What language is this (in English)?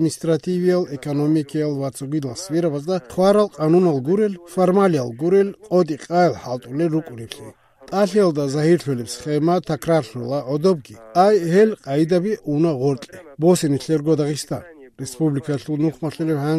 Avaric